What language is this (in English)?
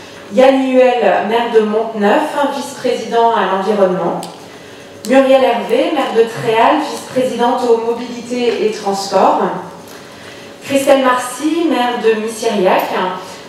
French